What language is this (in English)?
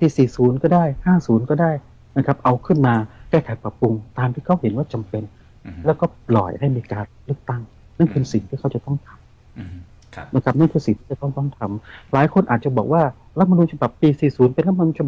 Thai